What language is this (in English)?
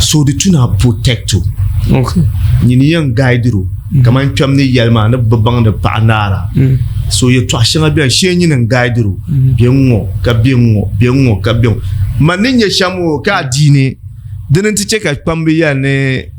Dagbani